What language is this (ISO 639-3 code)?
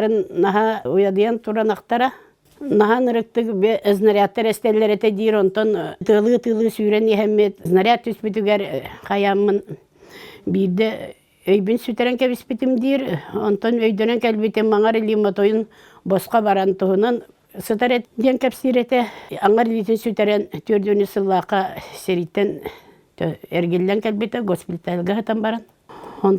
sah